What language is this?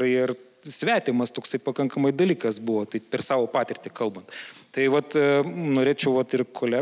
Lithuanian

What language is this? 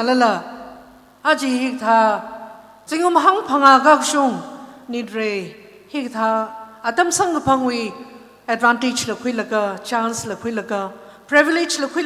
Tangkhul Naga (India)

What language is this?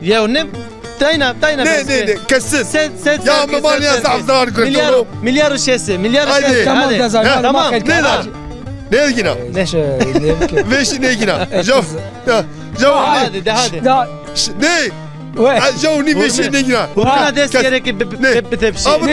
Zaza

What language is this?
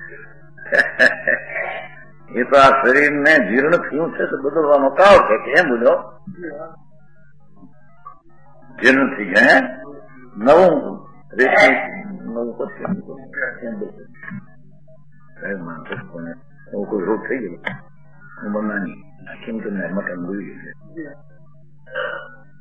Gujarati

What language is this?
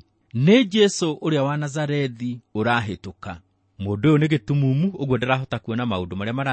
Kikuyu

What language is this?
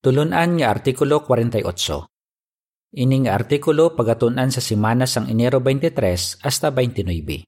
Hiligaynon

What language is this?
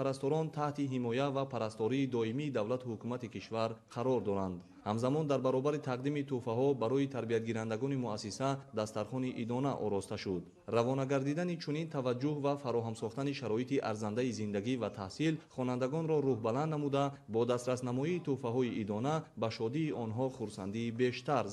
Tajik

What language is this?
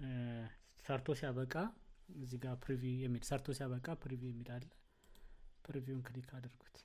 Amharic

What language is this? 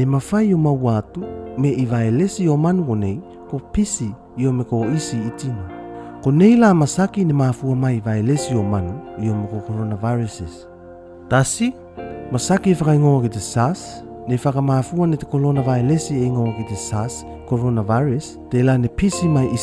Tuvalu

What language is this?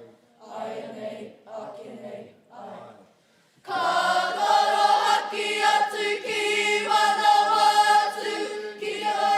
Māori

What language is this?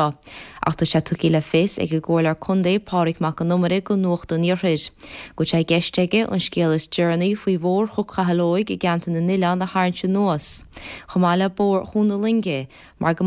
Irish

